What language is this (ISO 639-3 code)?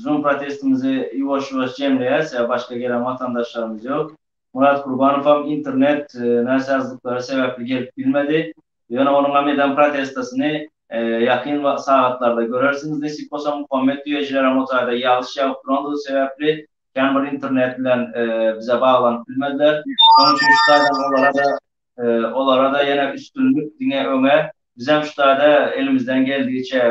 tuk